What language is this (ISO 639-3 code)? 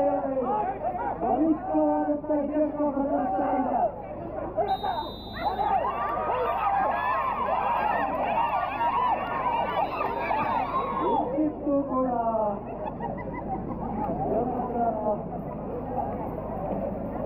kan